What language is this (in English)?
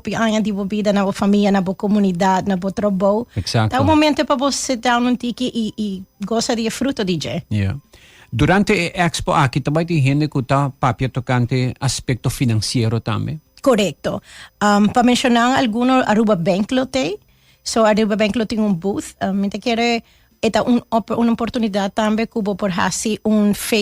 Papiamento